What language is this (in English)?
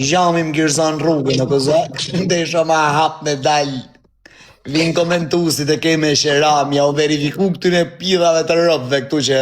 Albanian